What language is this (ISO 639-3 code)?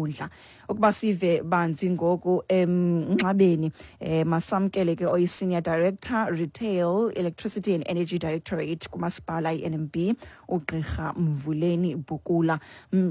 xho